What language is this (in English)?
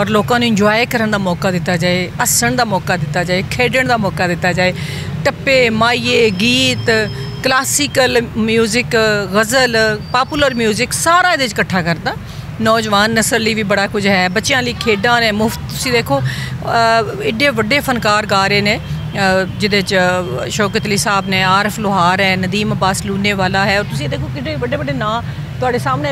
Western Panjabi